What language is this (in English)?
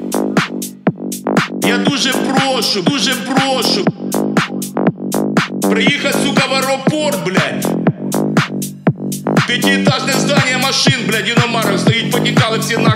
Ukrainian